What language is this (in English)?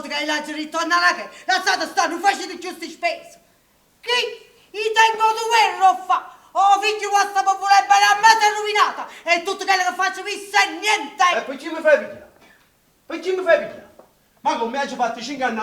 Neapolitan